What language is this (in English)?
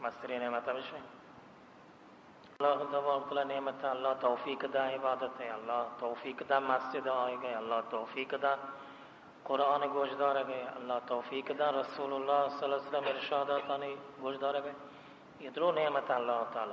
Baluchi